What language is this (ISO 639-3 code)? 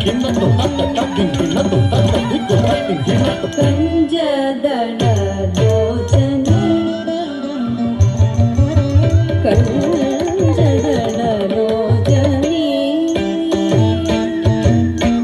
kan